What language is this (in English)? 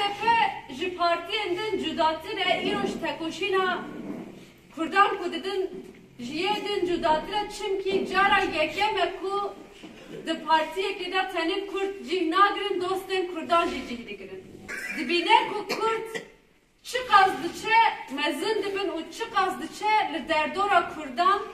Kurdish